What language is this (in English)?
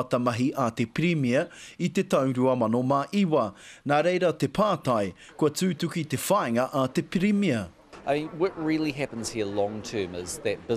Māori